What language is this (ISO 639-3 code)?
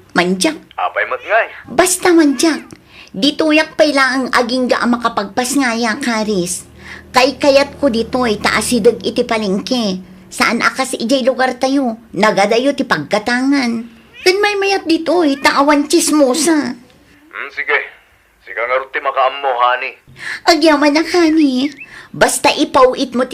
ilo